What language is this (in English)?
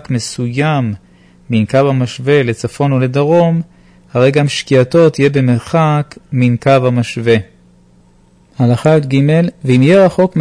Hebrew